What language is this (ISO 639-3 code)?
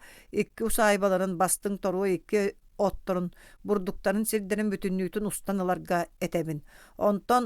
sah